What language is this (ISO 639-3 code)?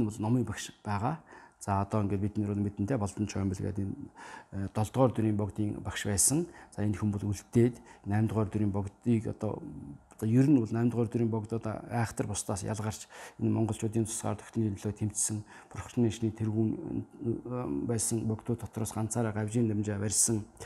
mon